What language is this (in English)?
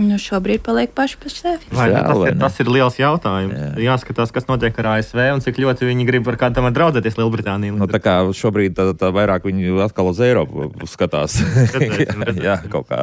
Latvian